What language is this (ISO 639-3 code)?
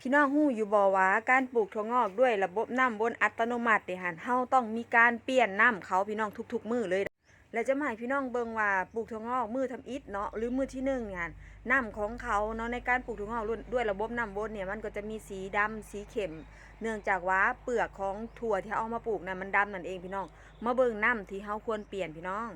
tts